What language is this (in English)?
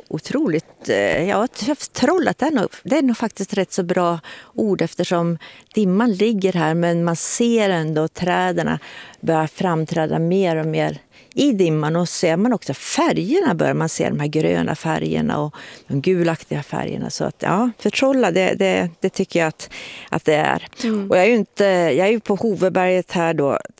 Swedish